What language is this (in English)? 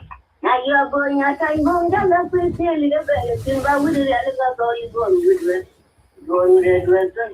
Nuer